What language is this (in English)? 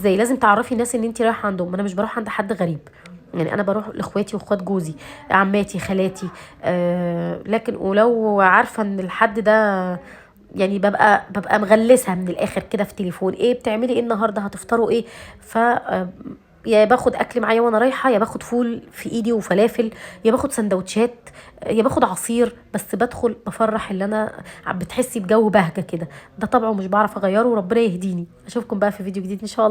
Egyptian Arabic